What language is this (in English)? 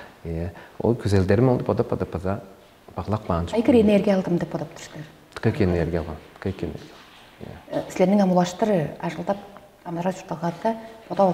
Tuvinian